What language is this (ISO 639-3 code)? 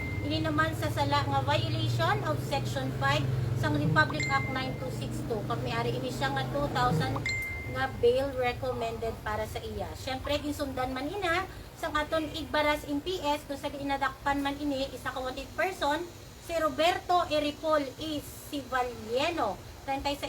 hil